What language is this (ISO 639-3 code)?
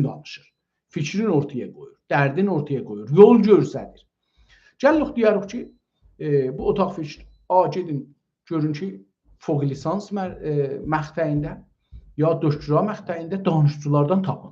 azb